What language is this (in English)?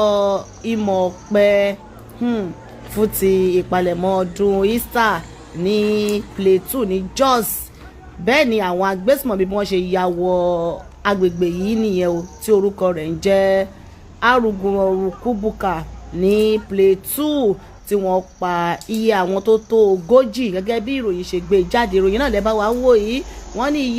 Yoruba